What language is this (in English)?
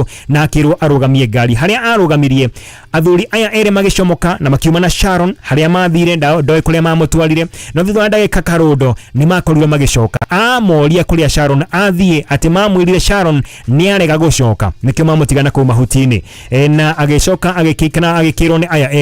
Kikuyu